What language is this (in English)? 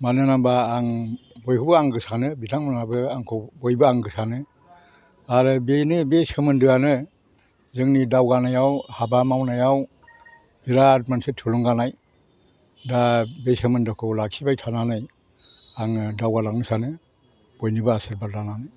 Bodo